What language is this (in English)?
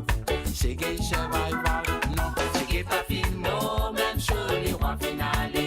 Morisyen